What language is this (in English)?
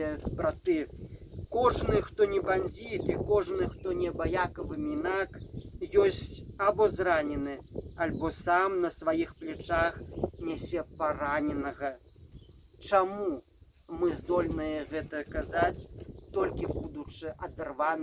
Belarusian